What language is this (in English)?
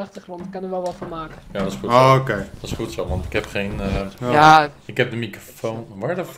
Dutch